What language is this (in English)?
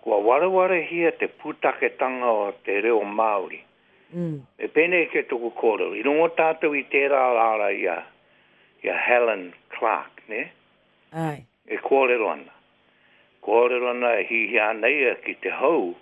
Māori